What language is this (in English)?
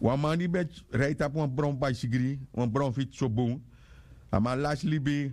Sranan Tongo